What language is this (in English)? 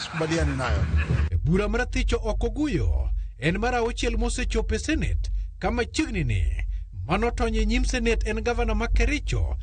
Luo (Kenya and Tanzania)